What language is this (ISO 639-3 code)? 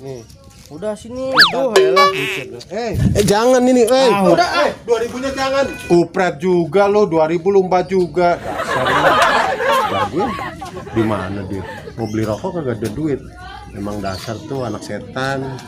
bew